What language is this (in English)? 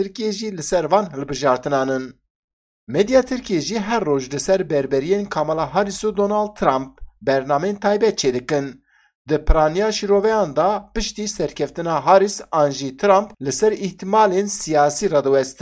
Kurdish